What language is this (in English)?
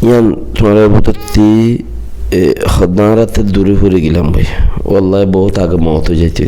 Rohingya